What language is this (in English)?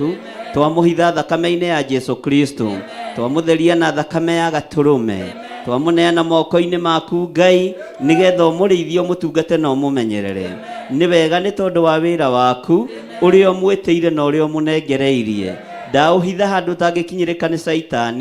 Kikuyu